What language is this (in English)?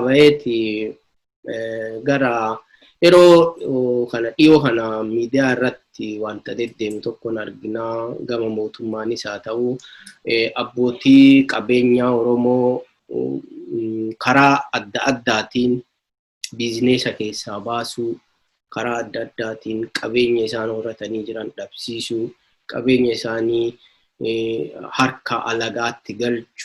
Oromo